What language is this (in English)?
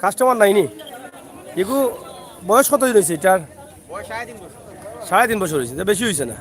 Sylheti